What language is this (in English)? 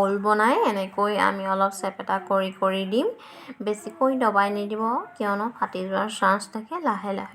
Assamese